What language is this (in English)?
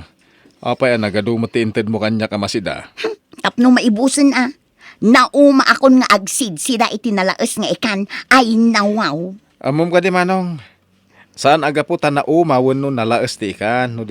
Iloko